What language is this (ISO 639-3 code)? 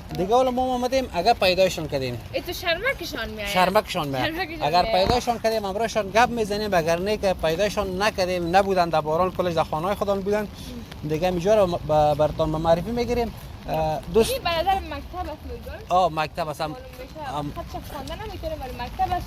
tgk